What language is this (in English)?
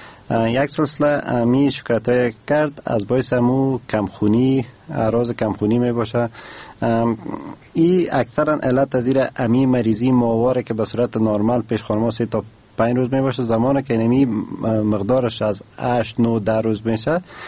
Persian